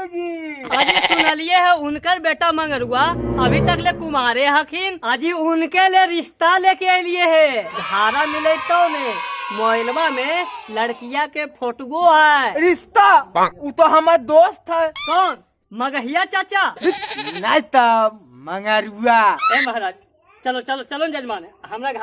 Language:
Magahi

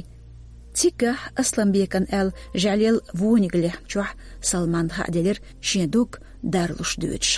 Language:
Chechen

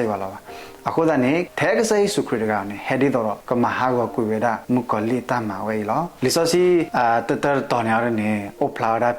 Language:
S'gaw Karen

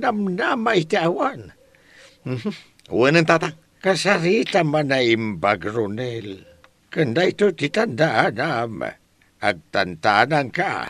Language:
Iloko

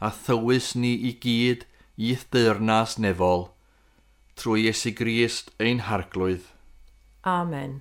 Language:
Welsh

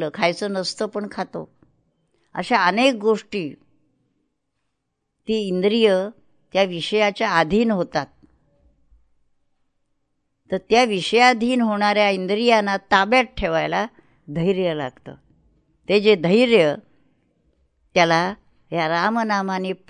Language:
Marathi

